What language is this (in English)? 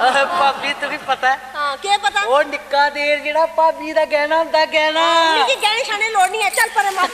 Dogri